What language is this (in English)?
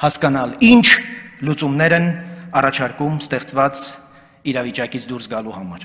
Armenian